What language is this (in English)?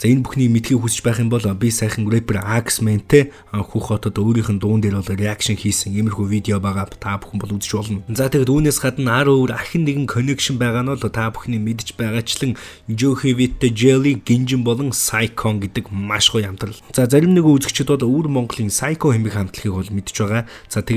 Mongolian